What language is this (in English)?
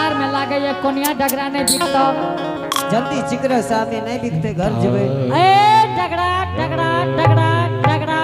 Angika